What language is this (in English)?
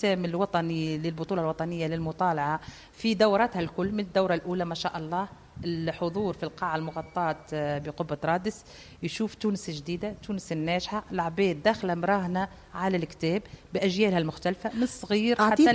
Tunisian Arabic